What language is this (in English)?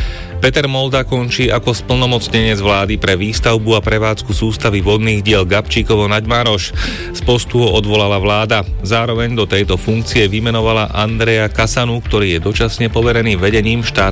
Slovak